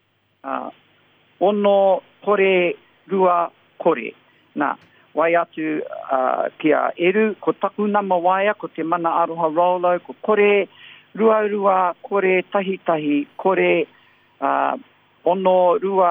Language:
Māori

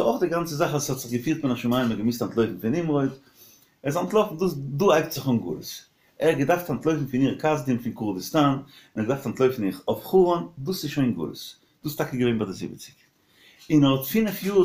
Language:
Yiddish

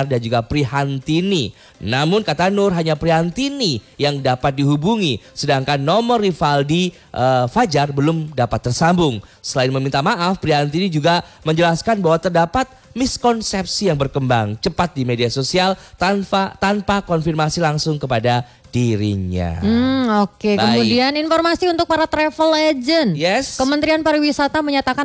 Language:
Indonesian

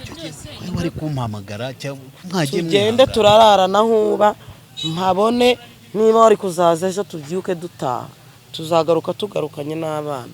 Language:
Kinyarwanda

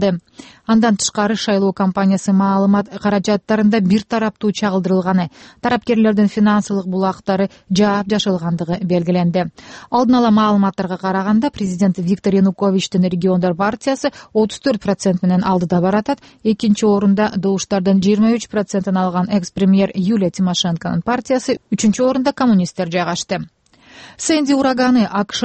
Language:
Kyrgyz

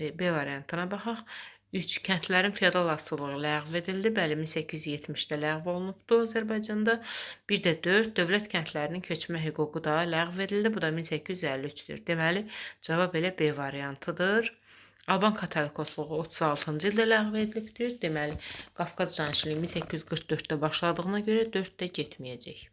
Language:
Azerbaijani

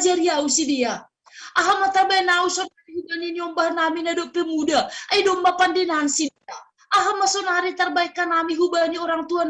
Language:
Batak Simalungun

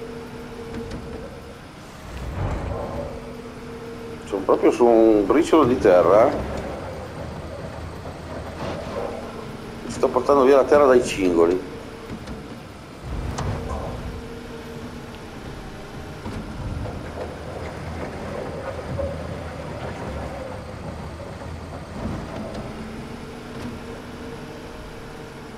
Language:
Italian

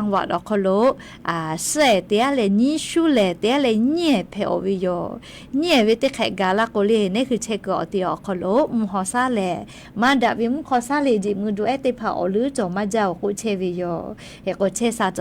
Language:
Lahu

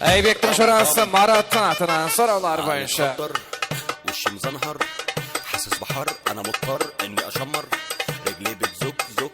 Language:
Kara-Kalpak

